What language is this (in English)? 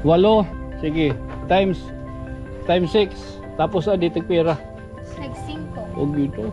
Waray